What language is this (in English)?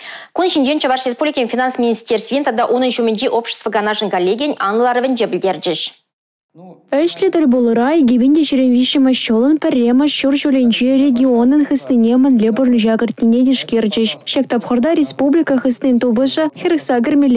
Chuvash